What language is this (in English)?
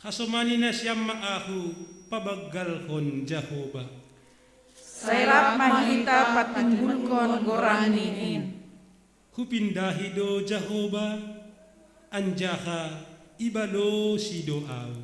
Batak Simalungun